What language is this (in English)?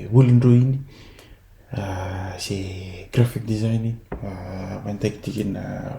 Fijian